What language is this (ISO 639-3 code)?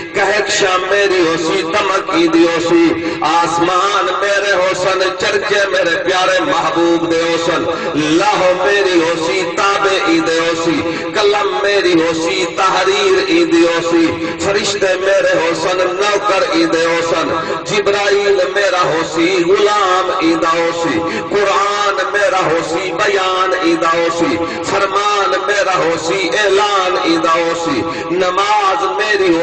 skr